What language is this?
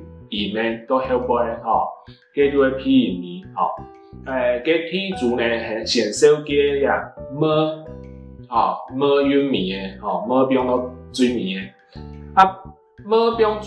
Hakka Chinese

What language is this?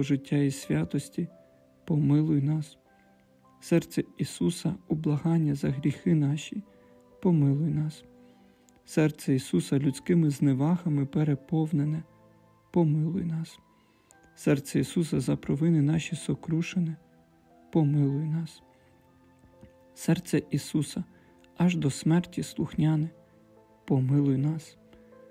Ukrainian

